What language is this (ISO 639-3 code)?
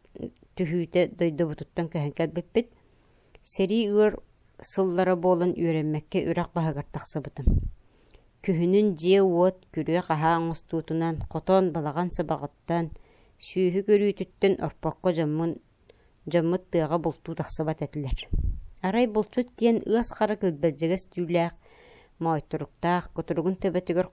sah